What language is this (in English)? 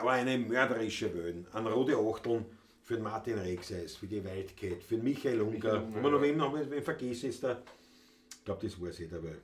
Bavarian